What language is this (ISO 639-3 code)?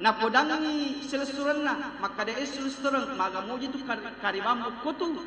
bug